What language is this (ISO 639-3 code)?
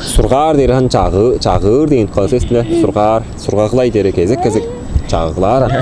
tyv